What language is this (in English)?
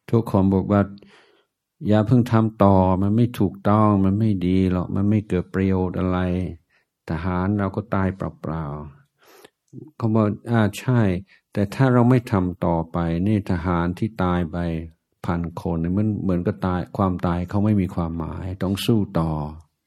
Thai